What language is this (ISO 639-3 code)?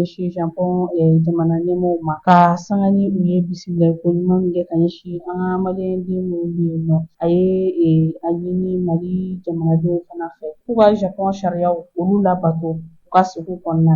bam